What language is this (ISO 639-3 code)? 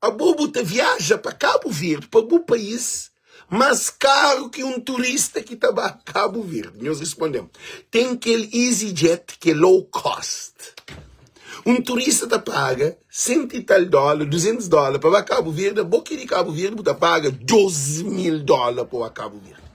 kea